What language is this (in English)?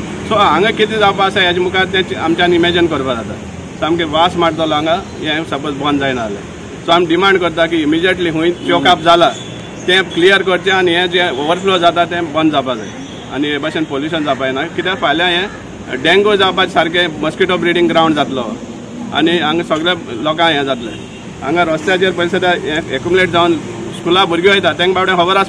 Konkani